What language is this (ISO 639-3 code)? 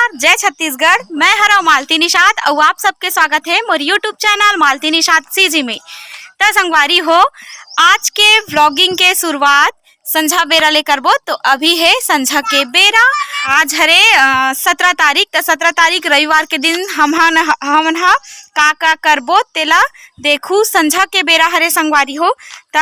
hne